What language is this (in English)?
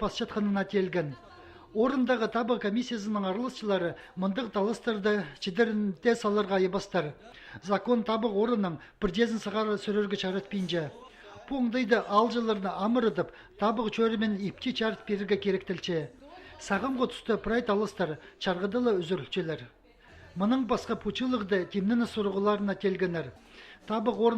Khakas